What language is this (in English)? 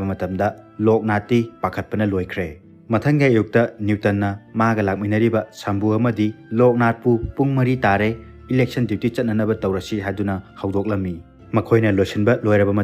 Manipuri